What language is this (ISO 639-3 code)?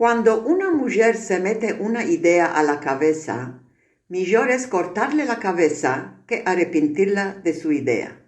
lad